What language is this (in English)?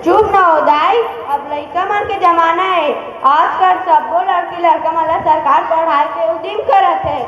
Chhattisgarhi